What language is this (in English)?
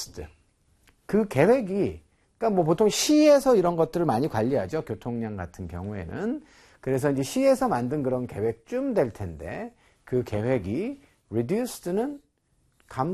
Korean